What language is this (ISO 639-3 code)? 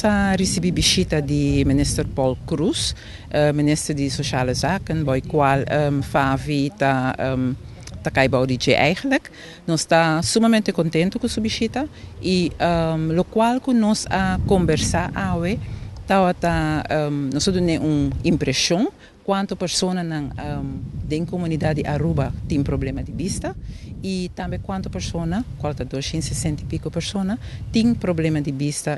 pap